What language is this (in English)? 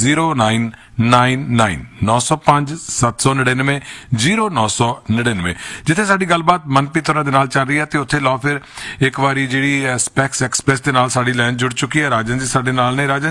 Punjabi